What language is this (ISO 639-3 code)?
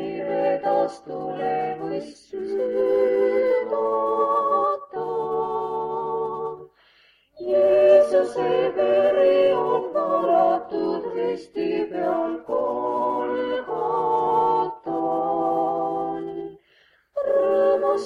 est